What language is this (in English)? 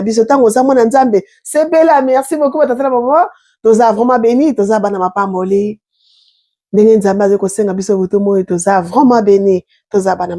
Lingala